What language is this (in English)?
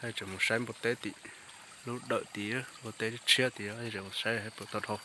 Hmong